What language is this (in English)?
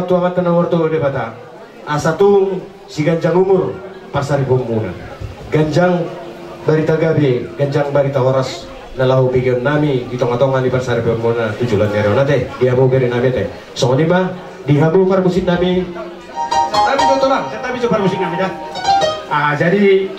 Batak Toba